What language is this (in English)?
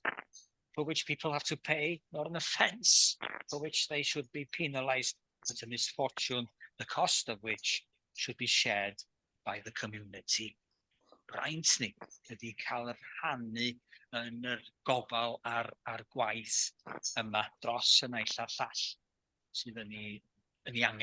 Welsh